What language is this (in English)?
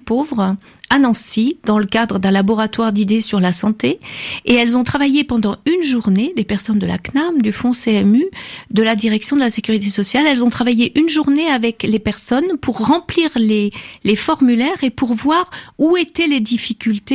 French